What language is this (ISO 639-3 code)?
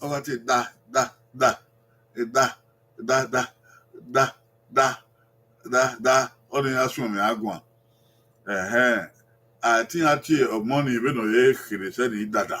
bin